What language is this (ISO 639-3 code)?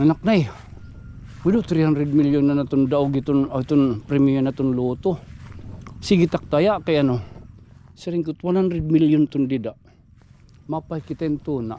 war